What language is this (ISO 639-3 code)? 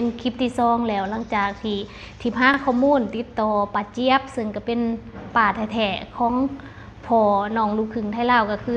lao